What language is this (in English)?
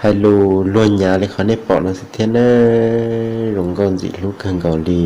Hmong